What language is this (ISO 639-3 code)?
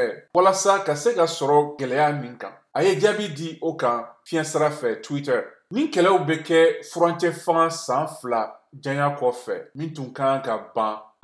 bam